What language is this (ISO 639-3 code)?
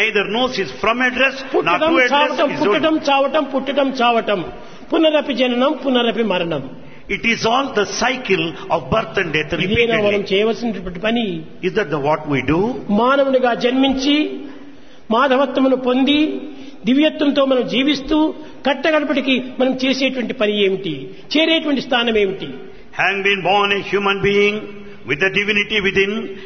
tel